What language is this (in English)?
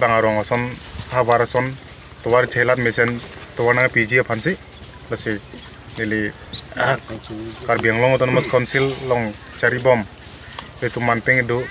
Karbi